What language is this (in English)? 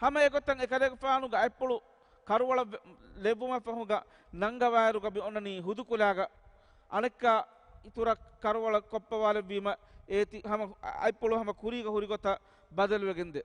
Divehi